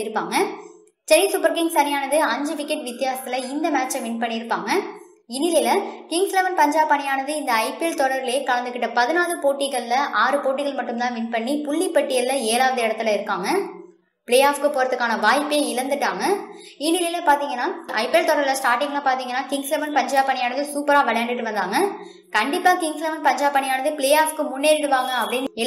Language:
Tamil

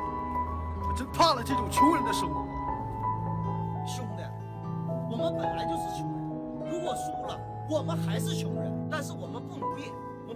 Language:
Chinese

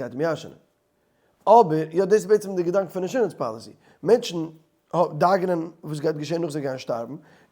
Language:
Yiddish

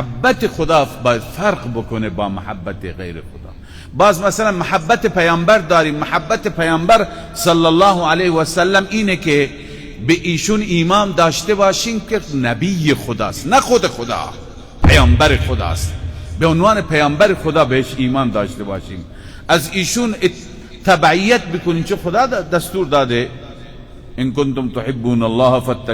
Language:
Persian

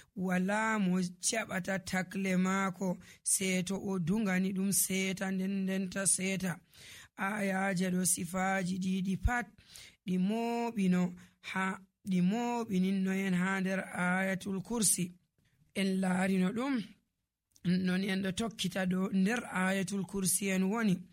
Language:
Nigerian Fulfulde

